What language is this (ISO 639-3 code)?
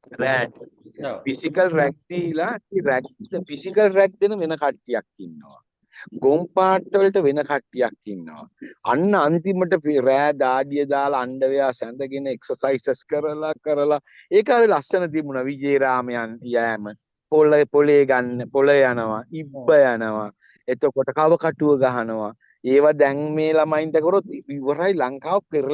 sin